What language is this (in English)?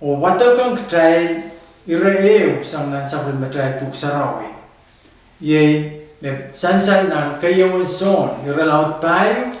Pohnpeian